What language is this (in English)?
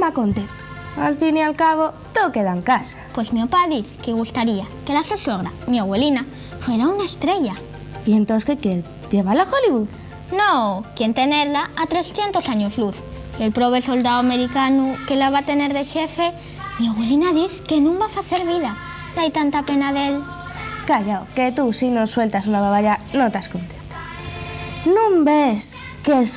Asturian